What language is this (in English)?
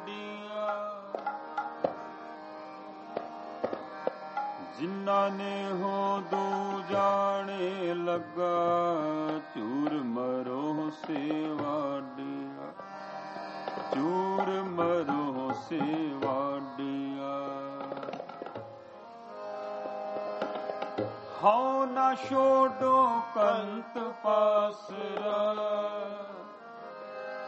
Punjabi